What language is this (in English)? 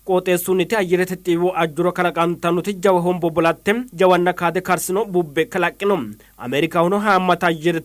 Sidamo